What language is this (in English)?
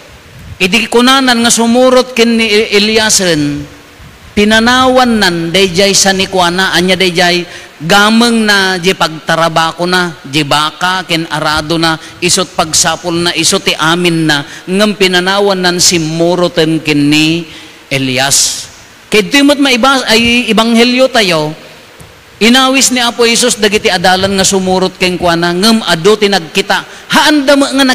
Iloko